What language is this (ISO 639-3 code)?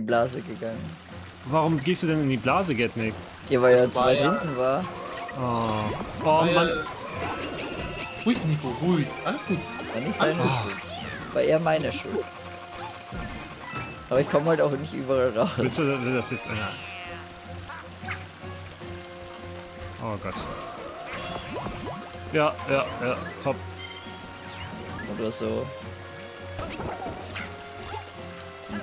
deu